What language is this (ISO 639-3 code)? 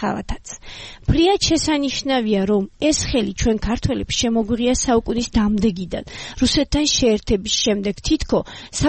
kat